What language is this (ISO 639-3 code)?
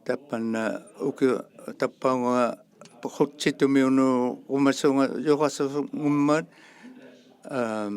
iku